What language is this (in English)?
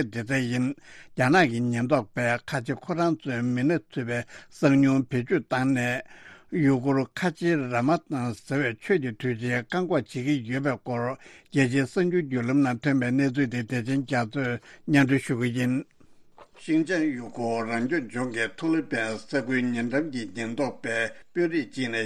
Tibetan